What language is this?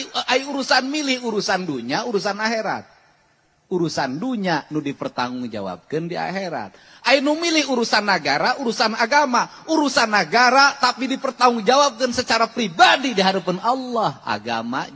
Sundanese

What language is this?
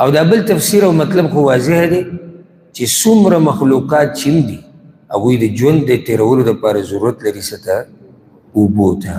Pashto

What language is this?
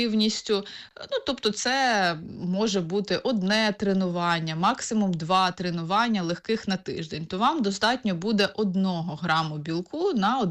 Ukrainian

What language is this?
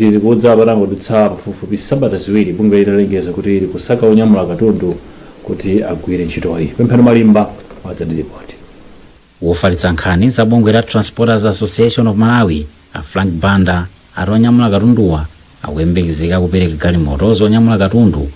Nyanja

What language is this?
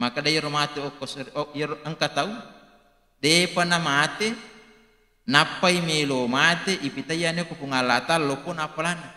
Buginese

